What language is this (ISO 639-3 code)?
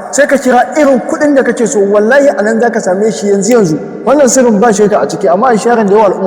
hau